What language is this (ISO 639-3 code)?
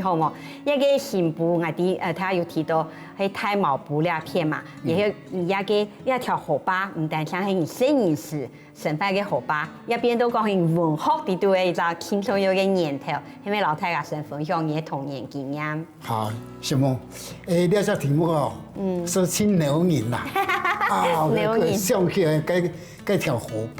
hak